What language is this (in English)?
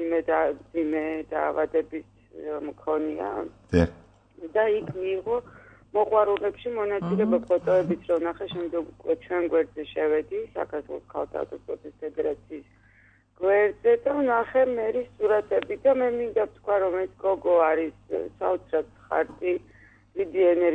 Georgian